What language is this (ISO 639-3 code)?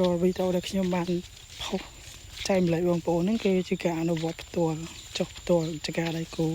khm